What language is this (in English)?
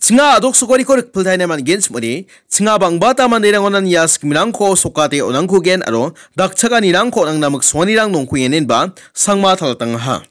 Garo